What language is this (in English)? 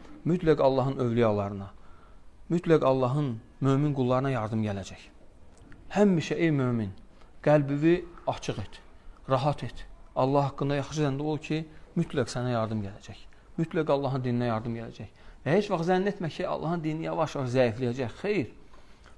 Azerbaijani